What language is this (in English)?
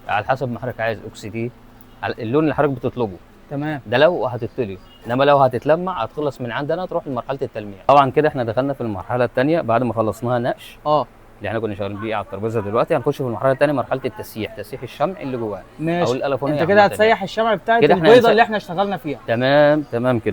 Egyptian Arabic